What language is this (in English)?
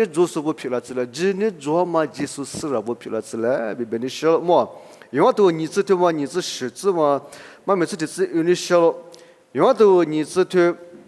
Lisu